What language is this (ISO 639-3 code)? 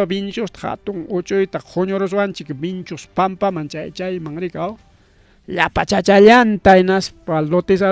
quy